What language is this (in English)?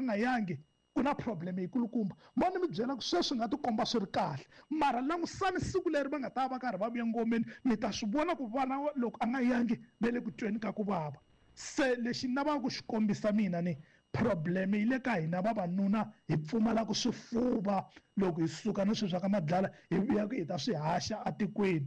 Tsonga